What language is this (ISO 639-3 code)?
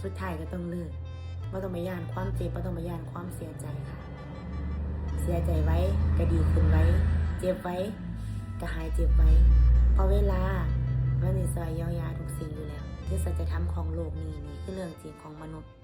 lao